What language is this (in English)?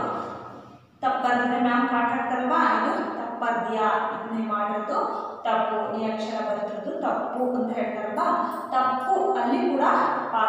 Kannada